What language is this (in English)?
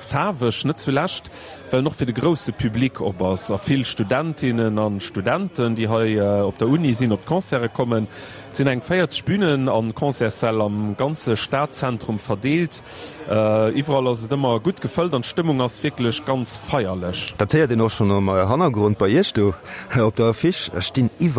Luxembourgish